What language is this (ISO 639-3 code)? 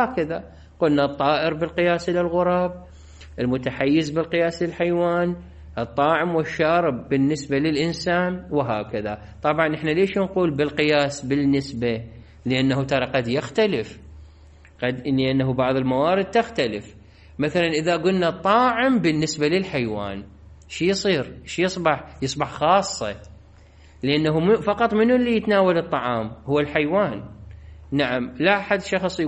acm